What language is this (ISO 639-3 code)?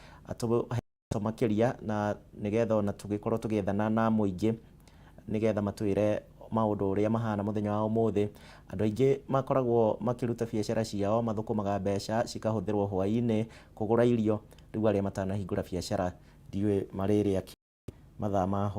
kik